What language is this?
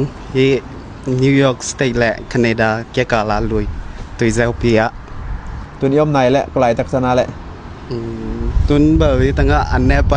Tedim Chin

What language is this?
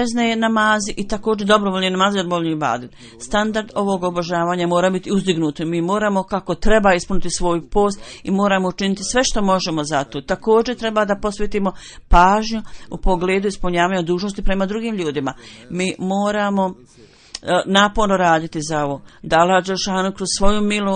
Bosnian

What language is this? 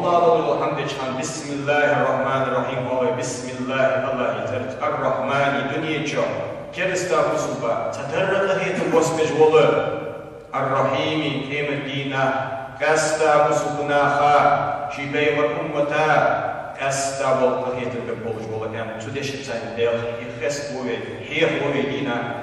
Ingush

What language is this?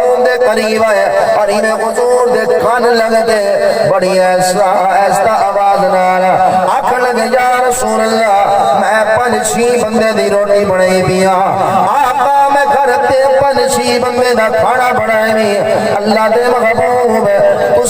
Saraiki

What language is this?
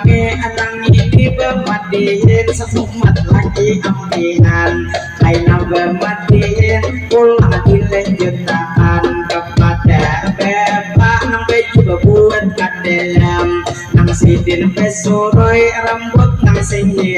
Banjar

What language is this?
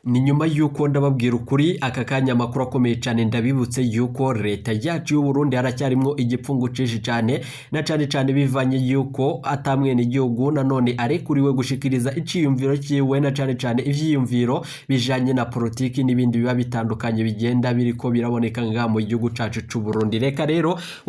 Rundi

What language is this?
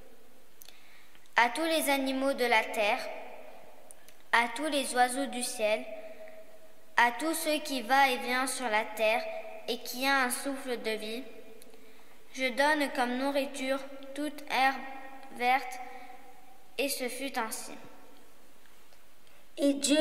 French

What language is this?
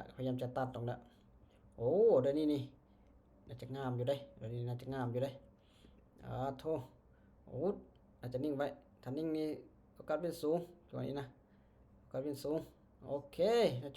Lao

